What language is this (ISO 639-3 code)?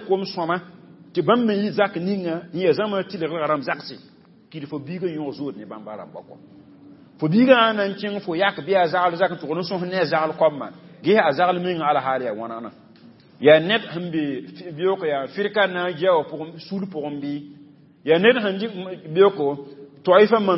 mos